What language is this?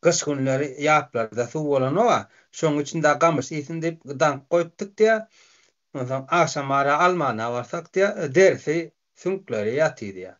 Turkmen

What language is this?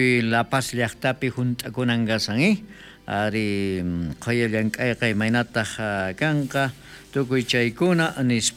South Bolivian Quechua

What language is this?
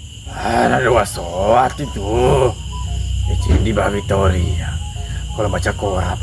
Buginese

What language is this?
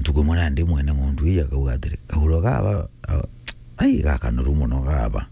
Meru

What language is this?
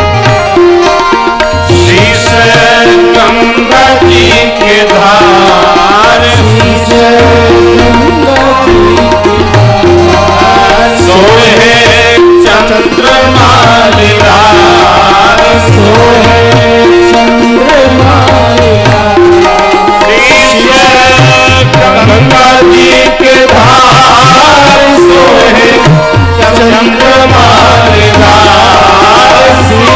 Bhojpuri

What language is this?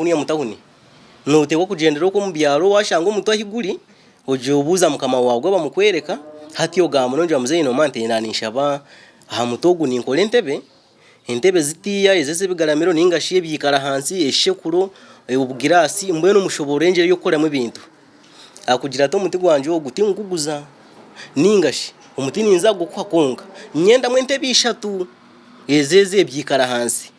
Nyankole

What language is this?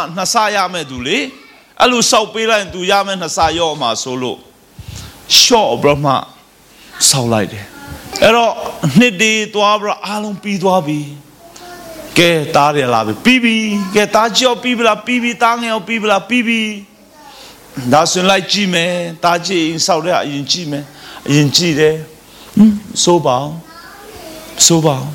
Burmese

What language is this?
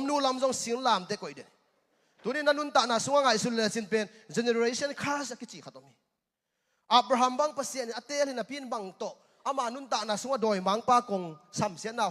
Tedim Chin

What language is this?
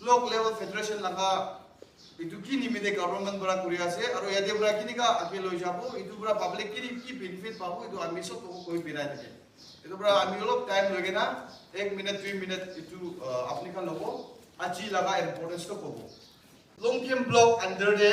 Naga Pidgin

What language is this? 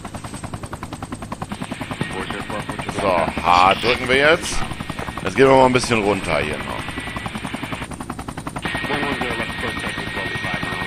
German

